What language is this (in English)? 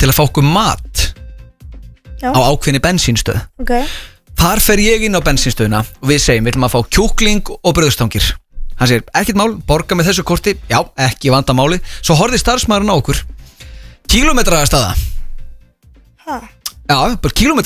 Icelandic